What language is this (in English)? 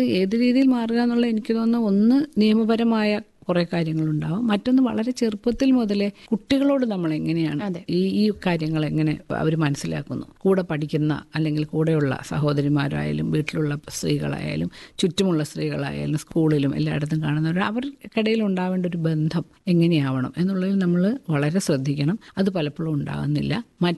Malayalam